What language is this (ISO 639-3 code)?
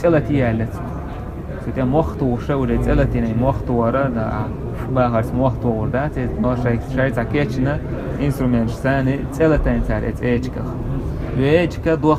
che